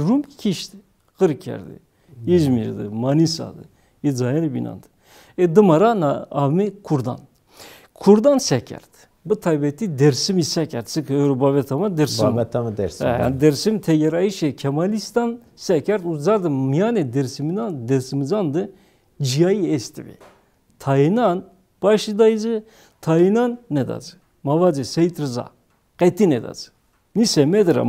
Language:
Zaza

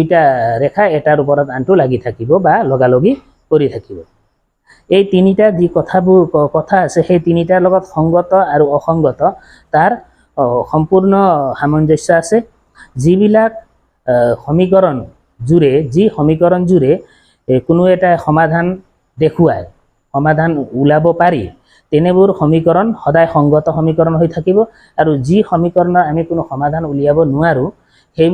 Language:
Assamese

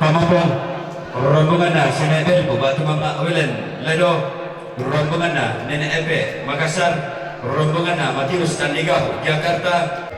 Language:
Toraja-Sa'dan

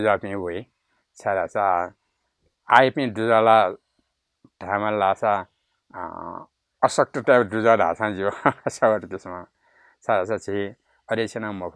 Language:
Newari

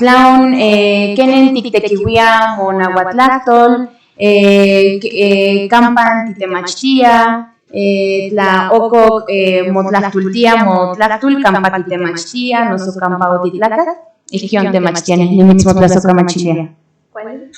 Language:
Central Nahuatl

